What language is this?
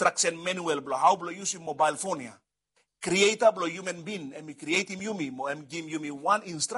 Bislama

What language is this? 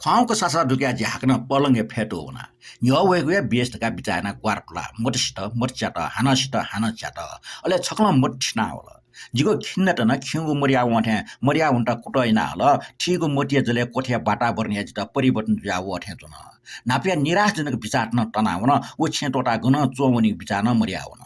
Newari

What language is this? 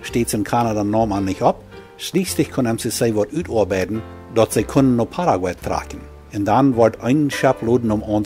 Plautdietsch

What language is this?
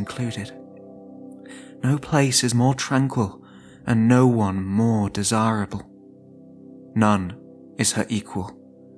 English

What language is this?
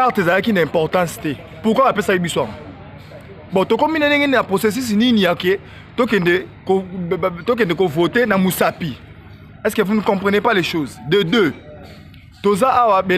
Lingala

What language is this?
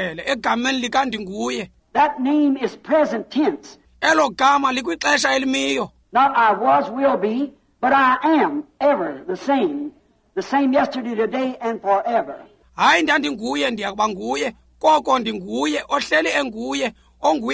Xhosa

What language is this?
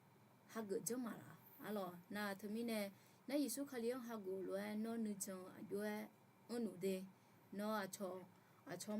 Akha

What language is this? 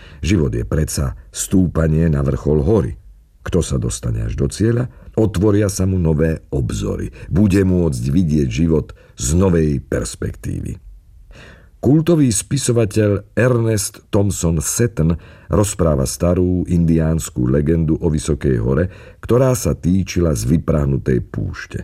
Slovak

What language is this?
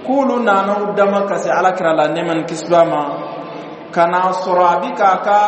Bambara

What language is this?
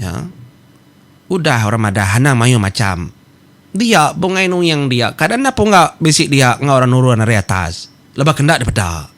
Iban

